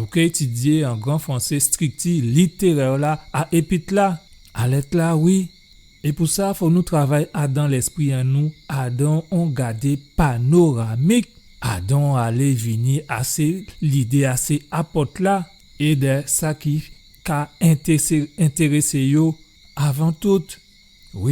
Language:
Guadeloupean Creole French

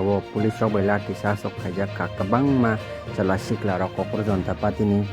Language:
Kok Borok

